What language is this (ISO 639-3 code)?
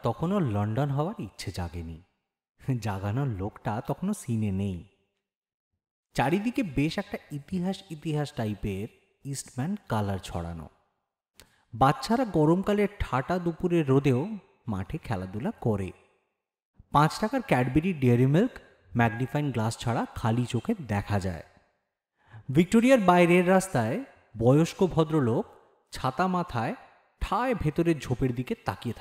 ben